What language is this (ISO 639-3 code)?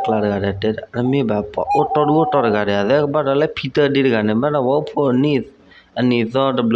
ksw